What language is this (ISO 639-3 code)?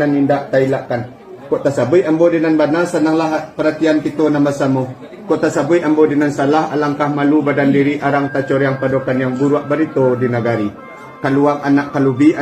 min